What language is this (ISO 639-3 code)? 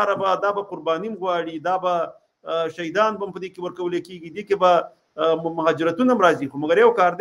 pus